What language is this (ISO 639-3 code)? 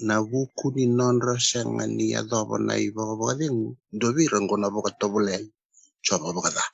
fij